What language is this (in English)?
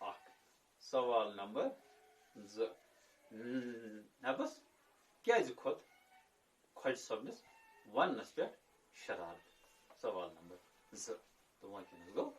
Kashmiri